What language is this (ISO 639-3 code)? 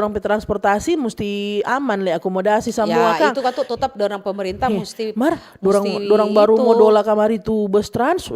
xmm